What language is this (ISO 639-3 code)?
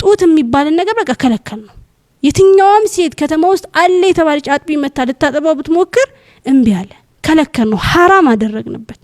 amh